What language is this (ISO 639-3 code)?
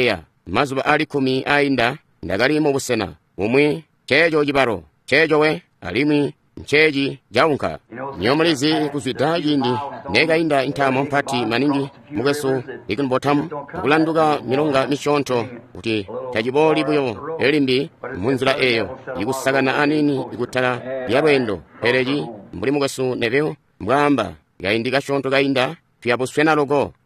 toi